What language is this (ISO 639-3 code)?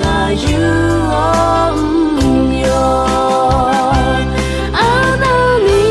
ahk